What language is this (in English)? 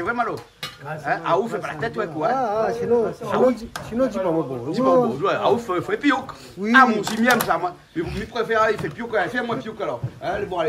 Réunion Creole French